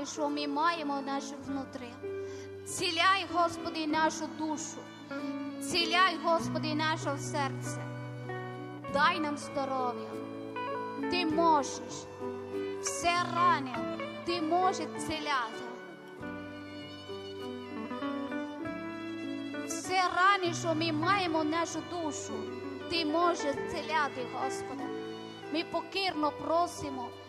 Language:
Ukrainian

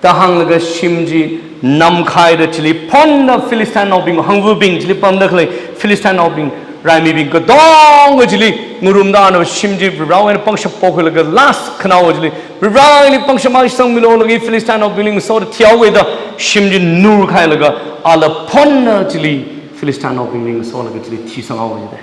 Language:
Tangkhul Naga (India)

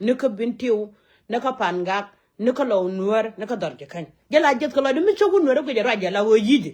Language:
Nuer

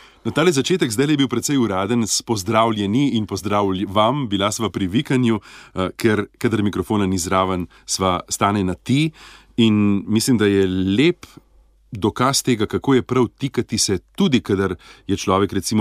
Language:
Slovenian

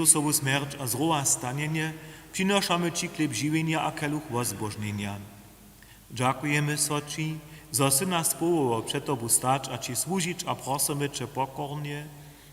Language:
Upper Sorbian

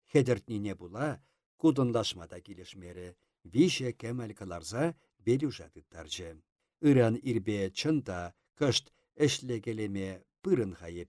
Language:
Chuvash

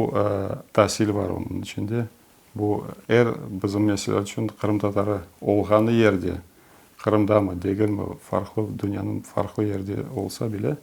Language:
Crimean Tatar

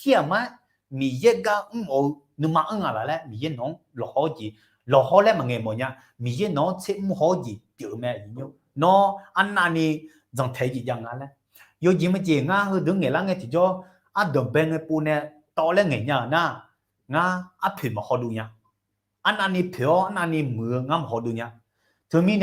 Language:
Akha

